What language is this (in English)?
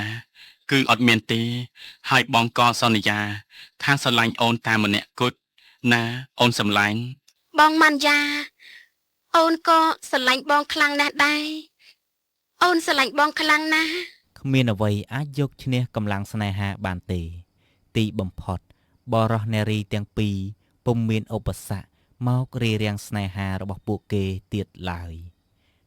Khmer